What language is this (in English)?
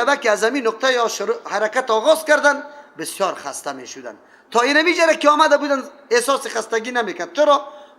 Persian